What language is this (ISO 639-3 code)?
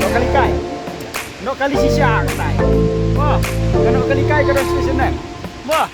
kha